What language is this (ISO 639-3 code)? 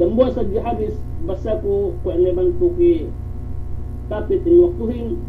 yka